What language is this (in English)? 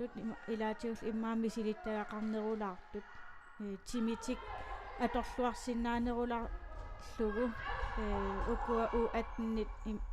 Kalaallisut